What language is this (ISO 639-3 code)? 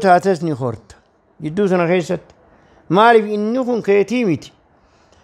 orm